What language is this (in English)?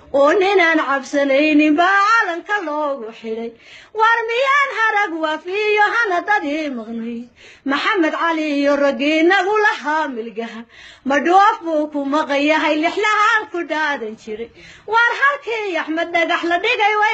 Somali